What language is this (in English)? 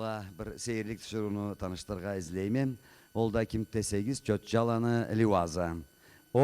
Karachay-Balkar